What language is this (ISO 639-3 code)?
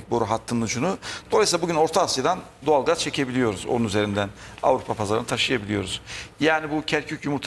tur